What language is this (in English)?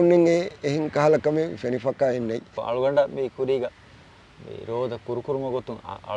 Divehi